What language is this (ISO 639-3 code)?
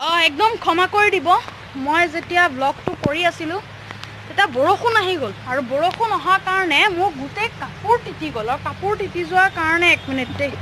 asm